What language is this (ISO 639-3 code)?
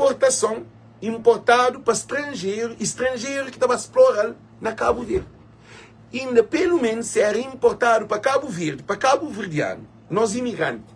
kea